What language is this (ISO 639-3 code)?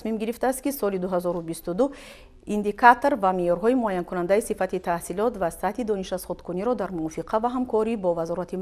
tgk